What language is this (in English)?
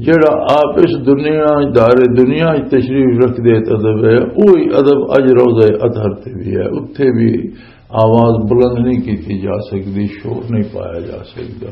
Western Panjabi